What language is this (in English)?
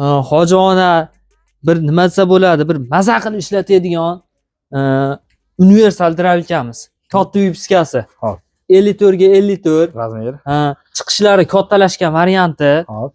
Uzbek